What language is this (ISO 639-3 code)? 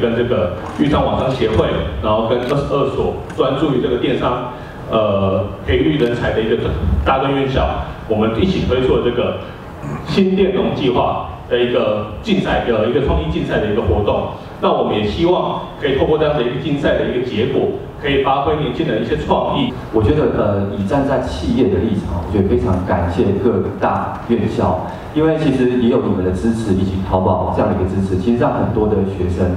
zho